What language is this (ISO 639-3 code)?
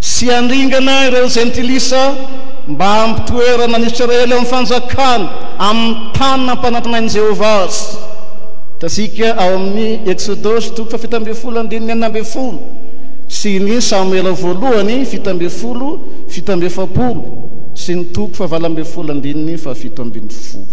mlg